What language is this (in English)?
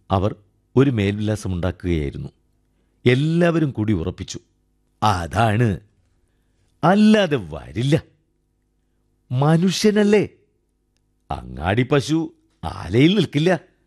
Malayalam